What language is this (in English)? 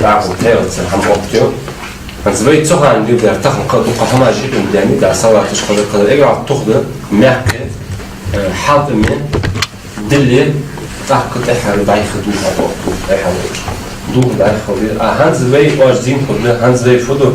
Ingush